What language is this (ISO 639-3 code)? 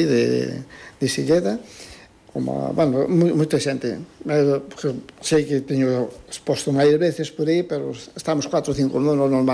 glg